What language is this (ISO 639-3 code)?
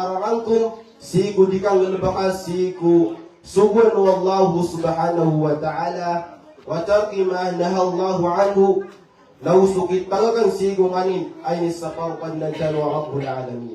mrw